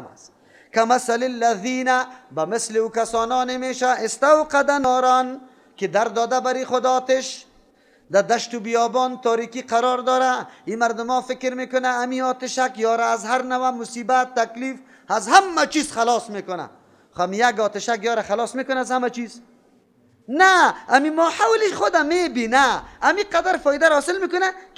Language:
Persian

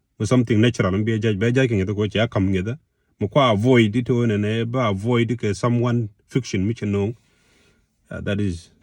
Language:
Nuer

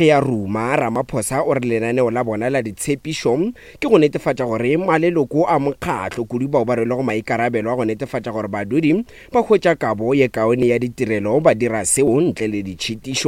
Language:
Northern Sotho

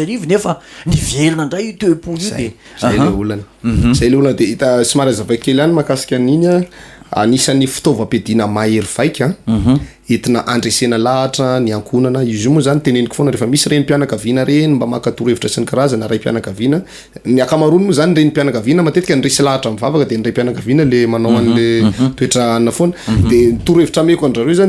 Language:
Malagasy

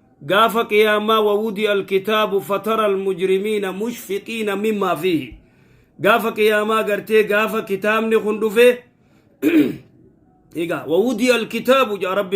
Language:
Oromo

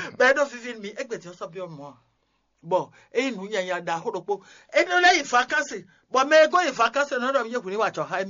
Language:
Fon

